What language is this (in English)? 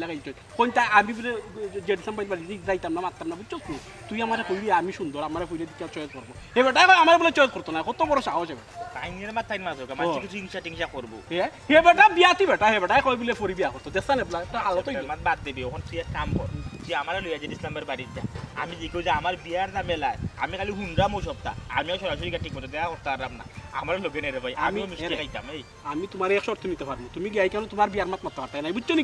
Sylheti